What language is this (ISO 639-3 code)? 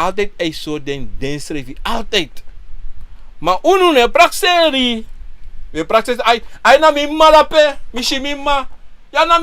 srn